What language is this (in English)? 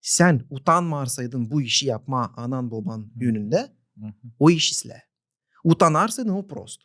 Gagauz